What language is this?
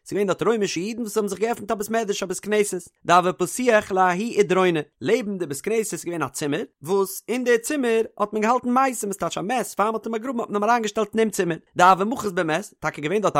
Yiddish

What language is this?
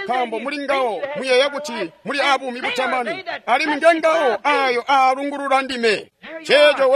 Tonga (Zambia)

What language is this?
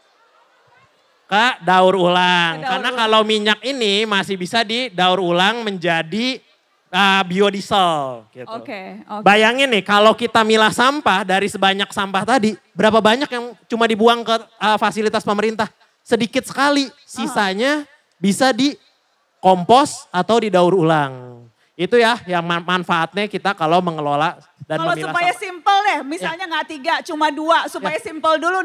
Indonesian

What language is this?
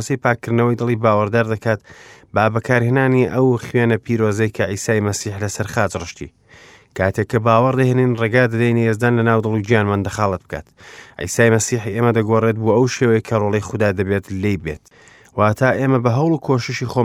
Central Kurdish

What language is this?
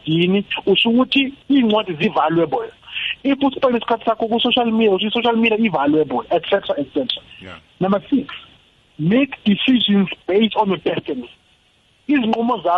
South Ndebele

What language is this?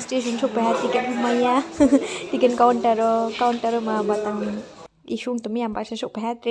Riang (India)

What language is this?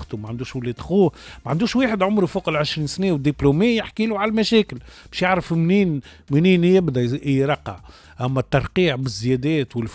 Tunisian Arabic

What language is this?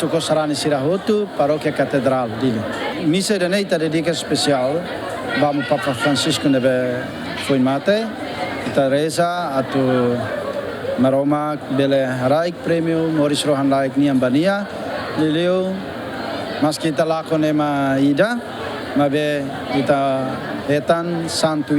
Tetum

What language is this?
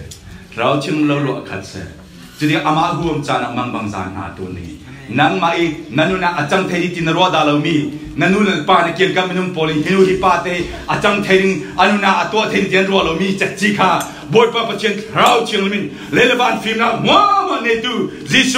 Falam Chin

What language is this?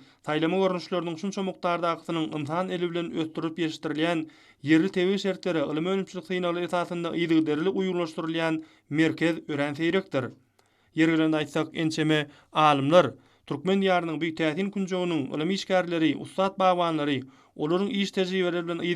Turkmen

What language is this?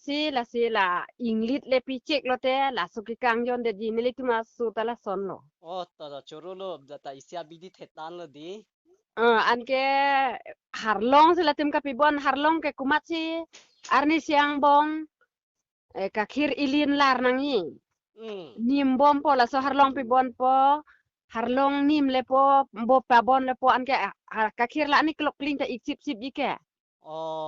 Karbi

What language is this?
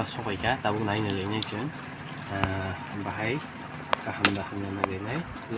Kok Borok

